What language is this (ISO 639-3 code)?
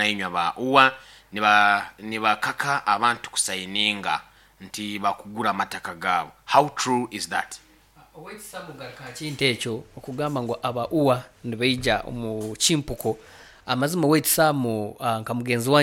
nyo